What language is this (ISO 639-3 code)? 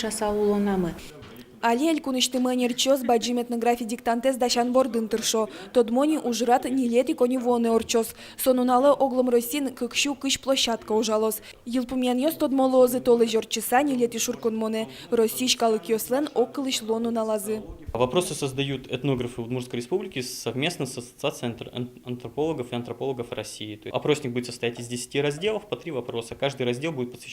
udm